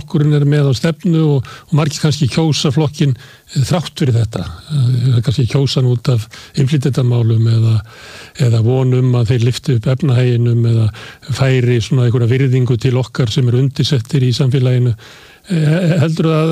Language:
Icelandic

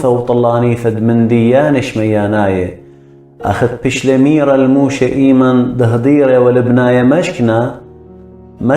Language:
Assyrian Neo-Aramaic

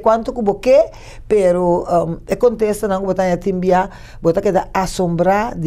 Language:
Papiamento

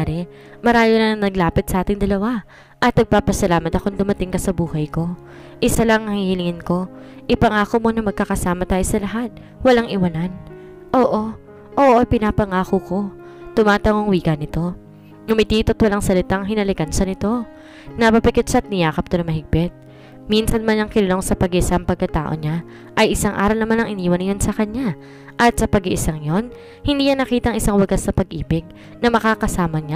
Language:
Filipino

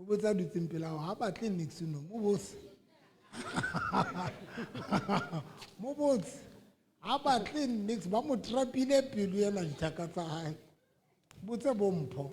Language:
Southern Sotho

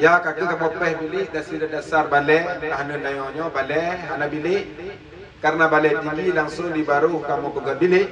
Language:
Achinese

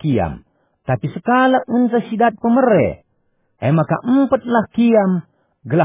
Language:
Batak Karo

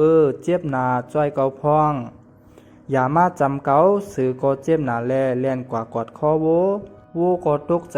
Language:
Shan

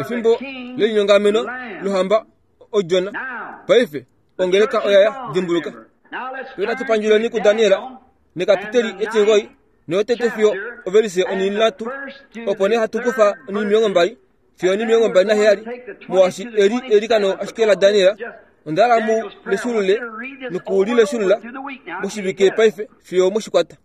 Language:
Kuanyama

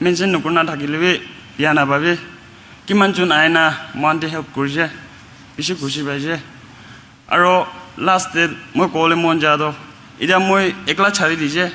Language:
Naga Pidgin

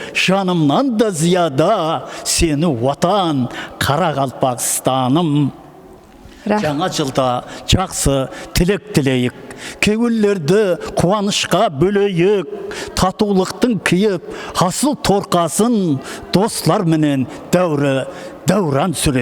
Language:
Kara-Kalpak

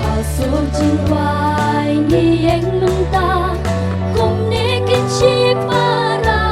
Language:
Khasi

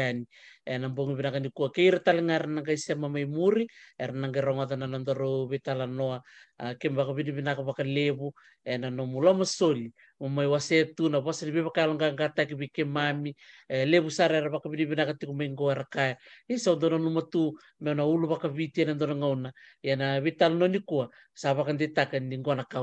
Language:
Fijian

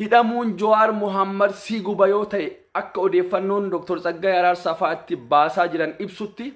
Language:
Oromo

